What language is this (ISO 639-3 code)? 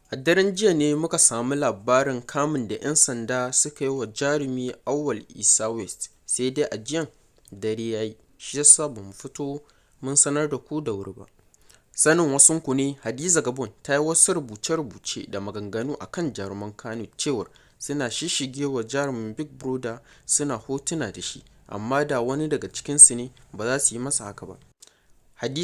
hau